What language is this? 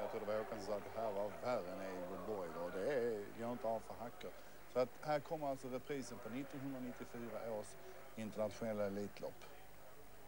Swedish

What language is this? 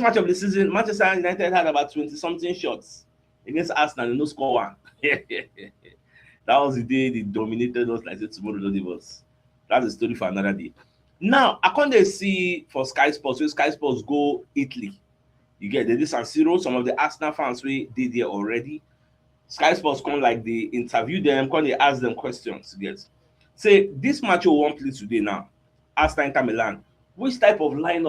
Nigerian Pidgin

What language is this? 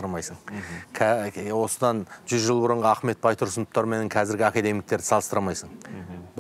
Kazakh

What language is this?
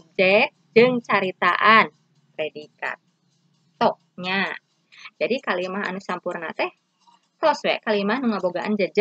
Sundanese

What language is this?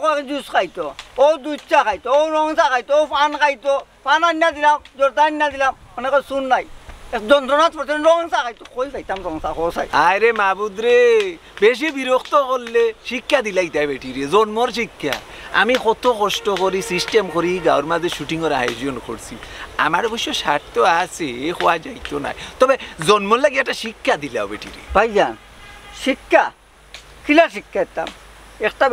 Sylheti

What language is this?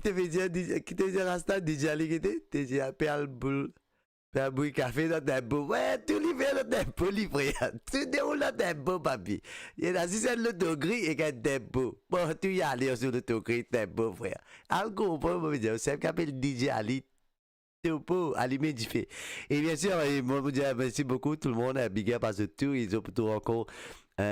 Morisyen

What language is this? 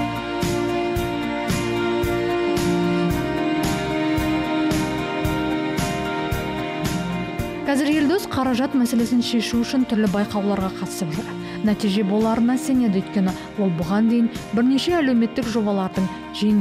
Kazakh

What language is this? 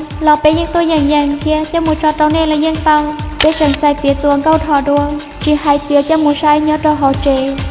Hmong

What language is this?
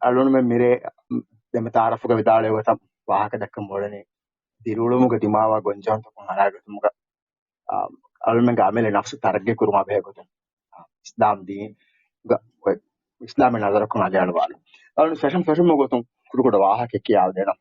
Divehi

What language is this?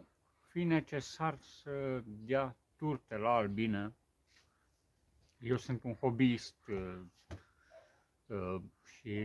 Romanian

